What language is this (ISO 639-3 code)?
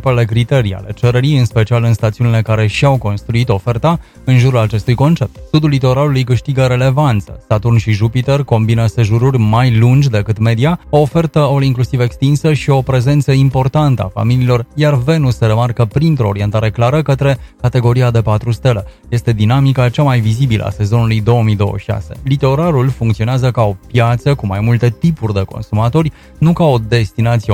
ron